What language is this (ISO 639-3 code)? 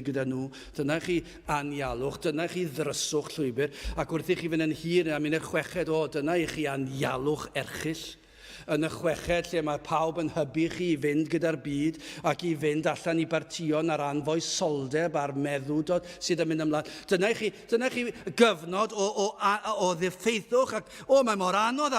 cym